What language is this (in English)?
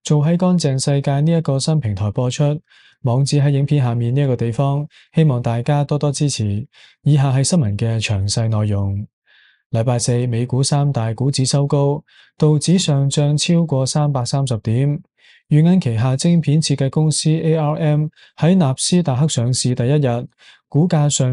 Cantonese